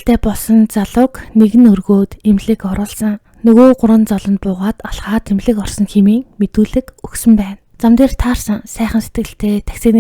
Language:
Mongolian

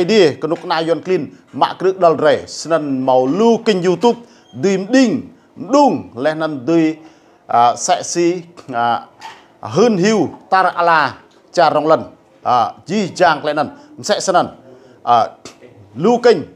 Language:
Rade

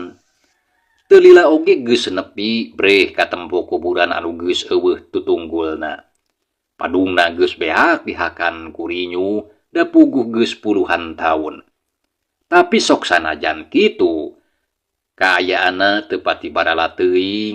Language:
Sundanese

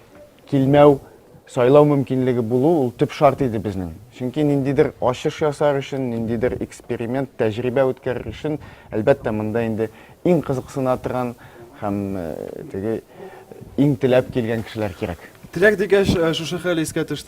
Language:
Tatar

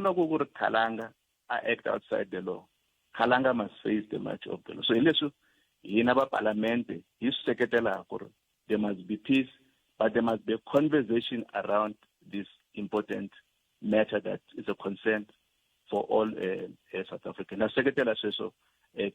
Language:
Tsonga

